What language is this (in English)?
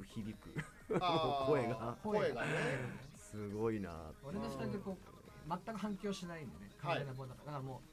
Japanese